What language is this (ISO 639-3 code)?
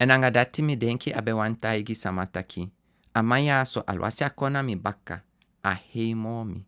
srn